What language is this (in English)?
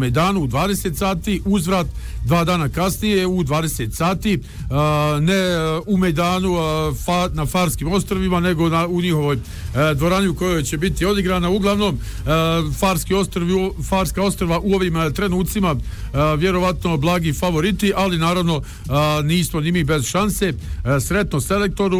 Bosnian